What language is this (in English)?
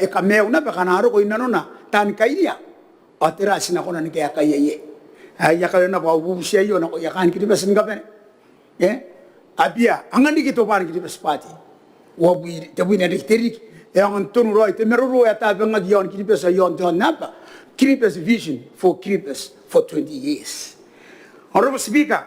Gilbertese